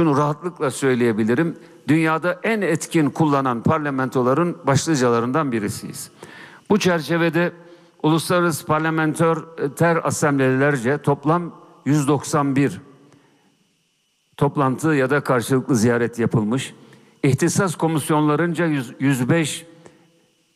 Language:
Turkish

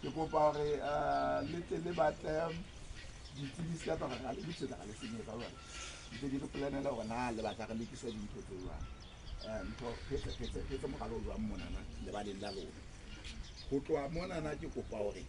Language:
Southern Sotho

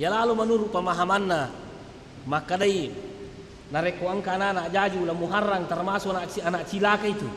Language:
Buginese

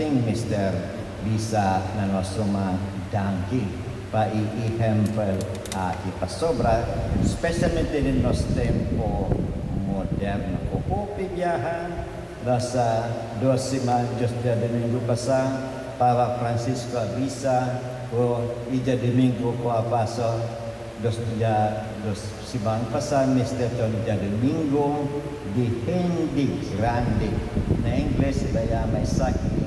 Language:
Papiamento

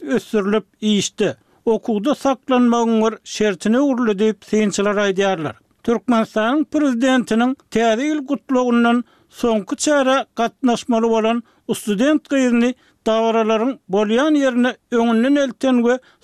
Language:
Turkmen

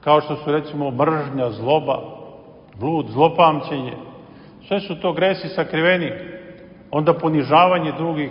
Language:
Serbian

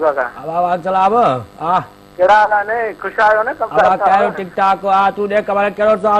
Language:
Sindhi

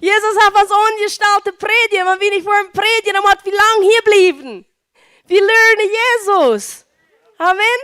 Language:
Plautdietsch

